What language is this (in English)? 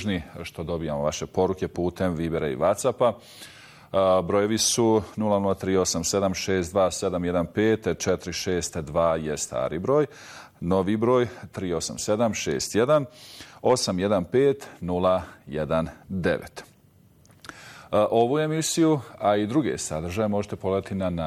Bosnian